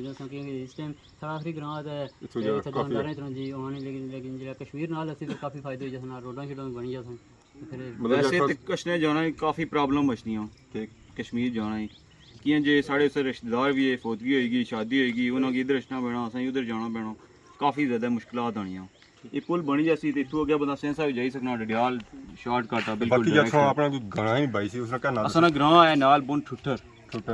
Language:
Pahari-Potwari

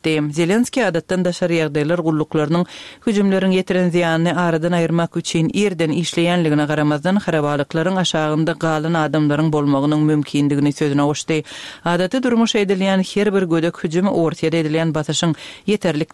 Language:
Turkmen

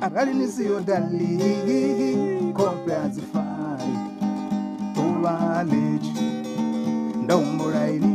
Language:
Venda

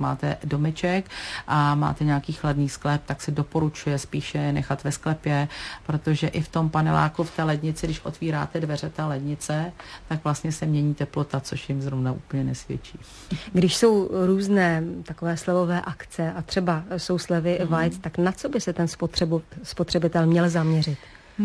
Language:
Czech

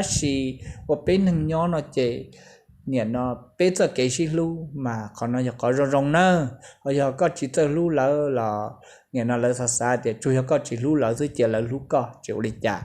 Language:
Hmong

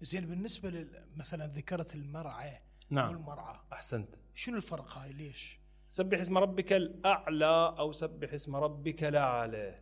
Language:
Mesopotamian Arabic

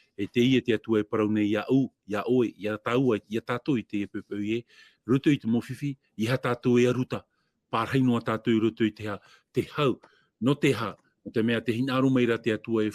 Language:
Tahitian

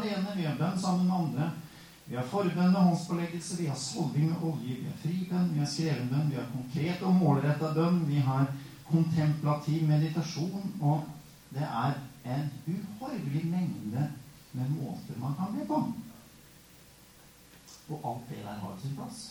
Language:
Norwegian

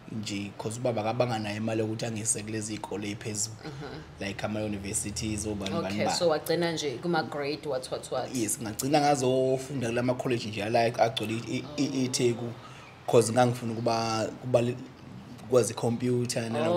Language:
Zulu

